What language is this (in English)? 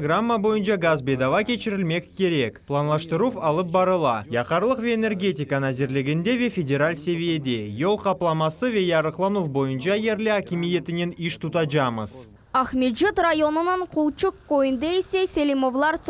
Crimean Tatar